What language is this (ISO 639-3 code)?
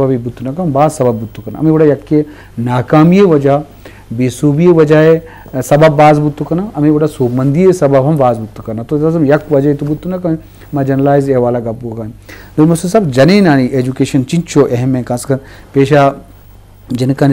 bgp